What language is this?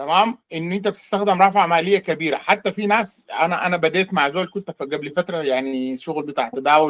Sudanese Arabic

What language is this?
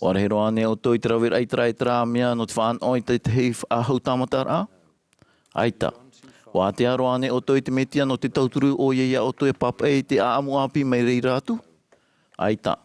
Tahitian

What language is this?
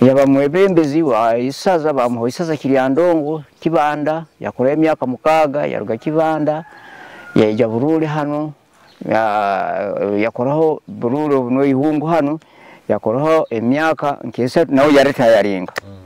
Nyoro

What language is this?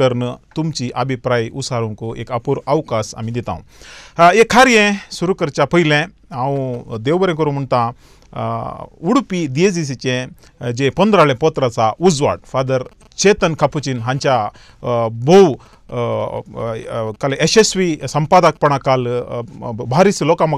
Konkani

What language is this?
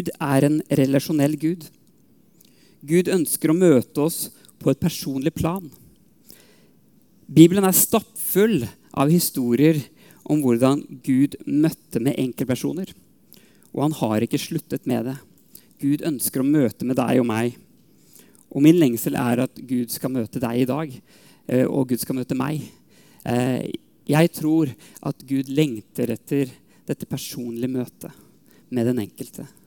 Norwegian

